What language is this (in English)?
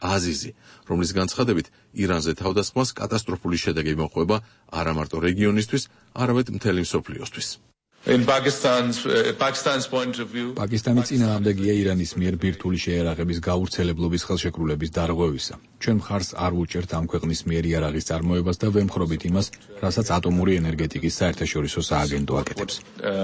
Georgian